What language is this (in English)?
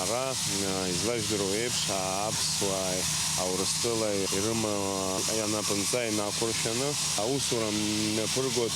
Abkhazian